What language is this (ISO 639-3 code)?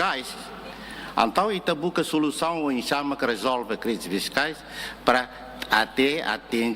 tet